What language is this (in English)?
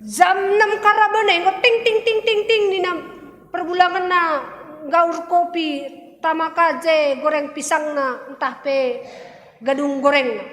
Batak Karo